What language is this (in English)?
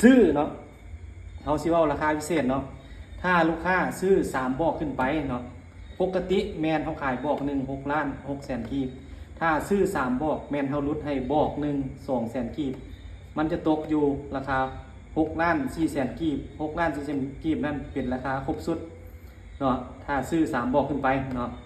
Lao